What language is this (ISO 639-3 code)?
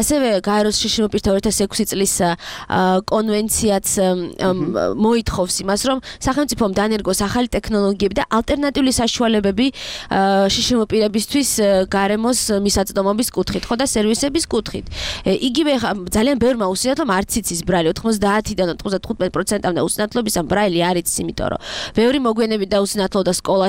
kat